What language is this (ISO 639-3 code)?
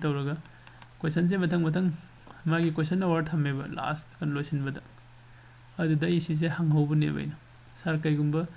mni